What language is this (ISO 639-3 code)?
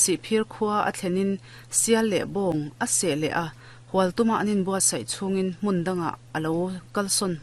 lus